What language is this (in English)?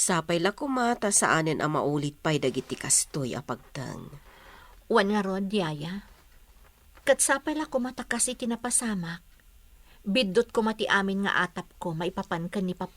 Iloko